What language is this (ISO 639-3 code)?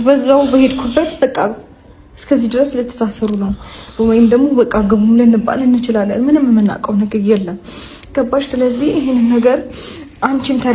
amh